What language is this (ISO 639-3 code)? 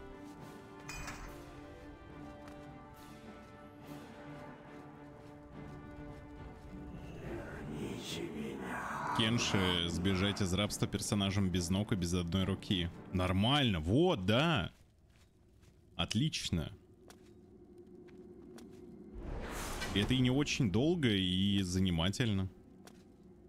rus